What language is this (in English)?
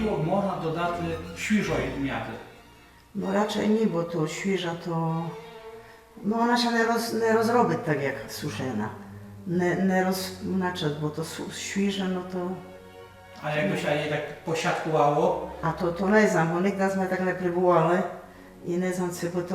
Rusyn